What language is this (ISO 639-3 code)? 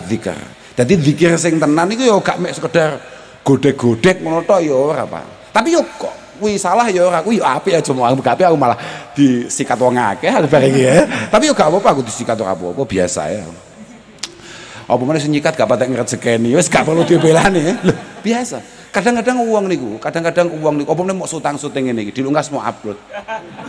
jav